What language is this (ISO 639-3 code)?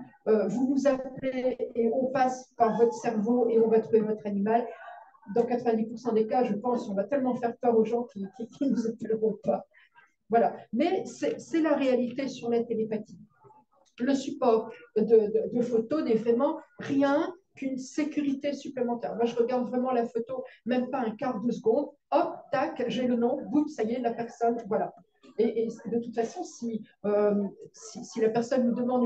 fra